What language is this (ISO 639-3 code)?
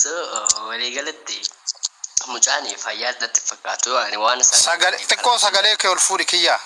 orm